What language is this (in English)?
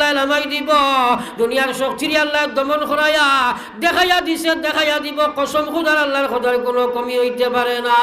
Sylheti